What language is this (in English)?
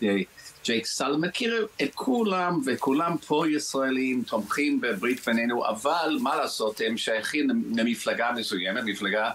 Hebrew